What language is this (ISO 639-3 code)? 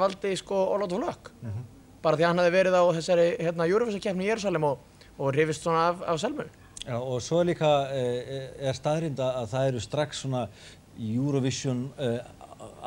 isl